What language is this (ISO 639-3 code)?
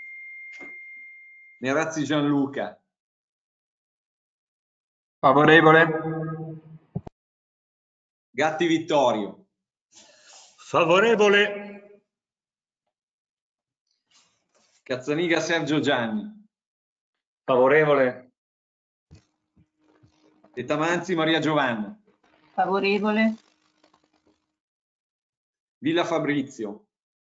ita